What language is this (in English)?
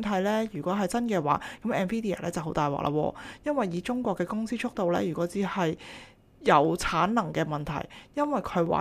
Cantonese